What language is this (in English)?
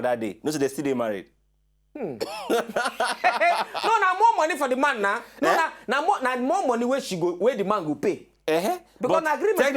Nigerian Pidgin